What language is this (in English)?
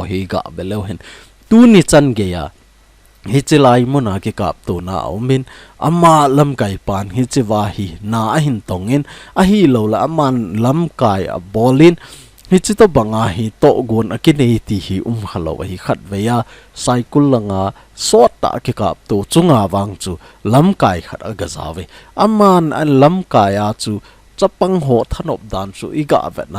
Thado Chin